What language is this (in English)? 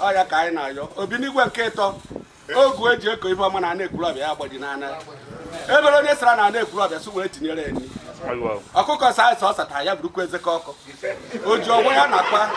Igbo